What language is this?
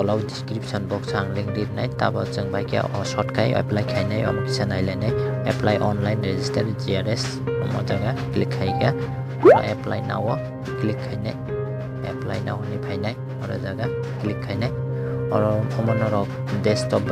Kok Borok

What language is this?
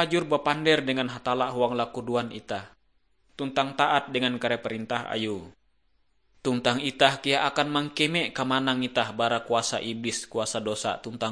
Ngaju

